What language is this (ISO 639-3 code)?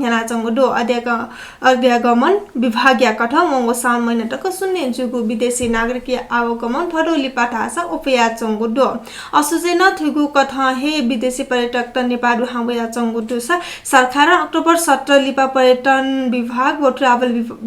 new